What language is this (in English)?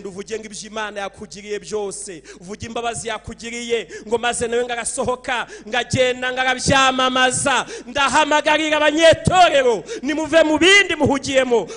Kinyarwanda